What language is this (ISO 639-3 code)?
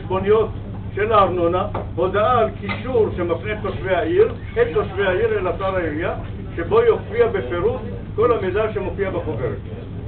heb